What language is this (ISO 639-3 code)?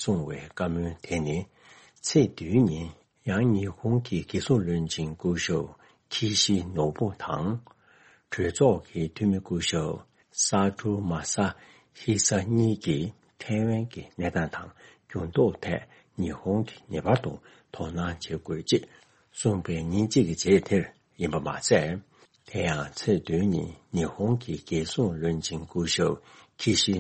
bod